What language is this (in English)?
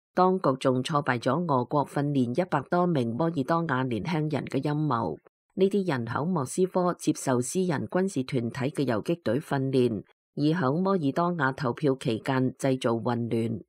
Cantonese